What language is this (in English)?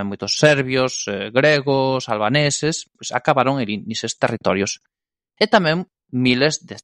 Galician